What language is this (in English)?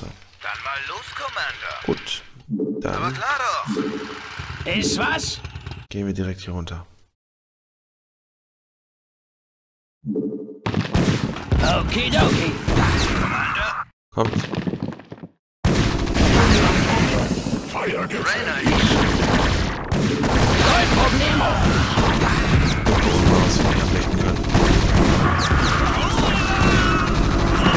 German